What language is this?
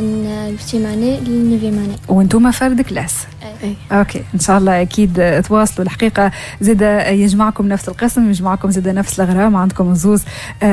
Tunisian Arabic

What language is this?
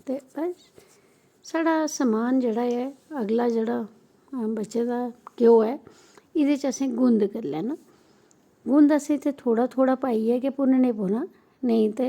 Dogri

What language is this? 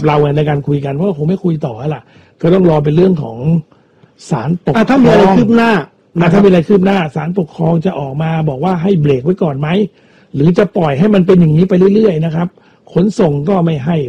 Thai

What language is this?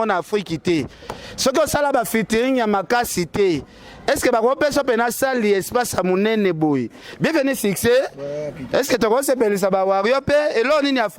Lingala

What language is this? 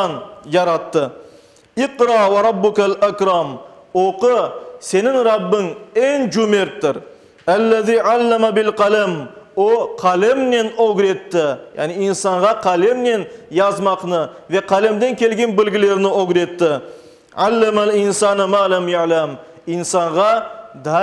Crimean Tatar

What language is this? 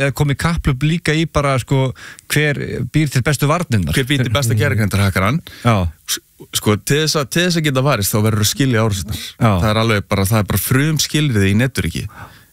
Icelandic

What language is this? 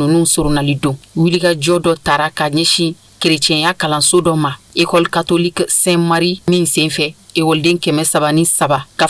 Bambara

